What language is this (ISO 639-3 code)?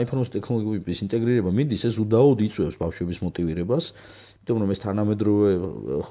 kat